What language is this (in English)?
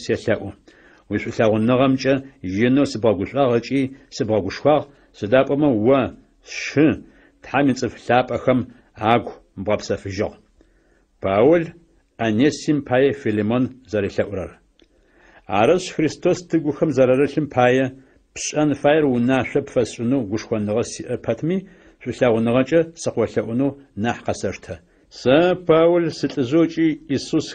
Adyghe